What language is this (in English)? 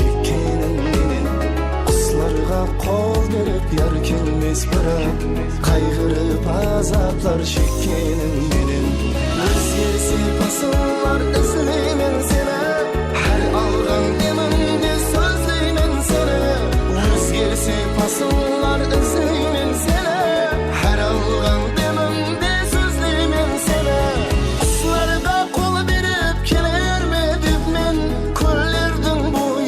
Kara-Kalpak